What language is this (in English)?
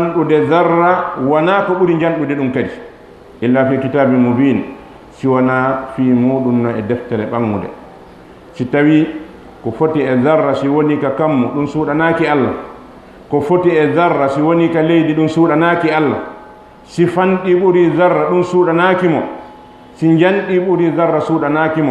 Fula